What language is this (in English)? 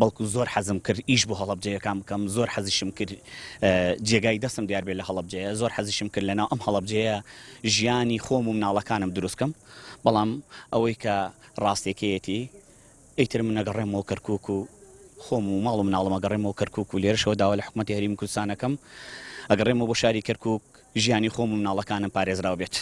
Central Kurdish